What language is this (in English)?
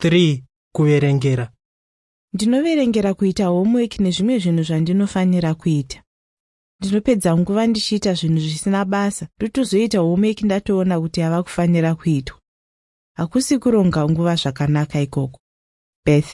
Shona